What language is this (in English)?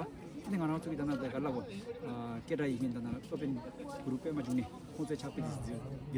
Tibetan